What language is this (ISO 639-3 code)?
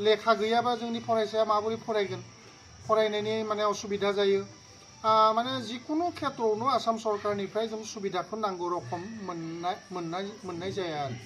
brx